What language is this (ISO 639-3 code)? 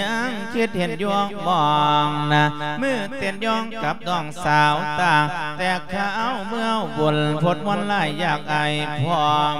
lao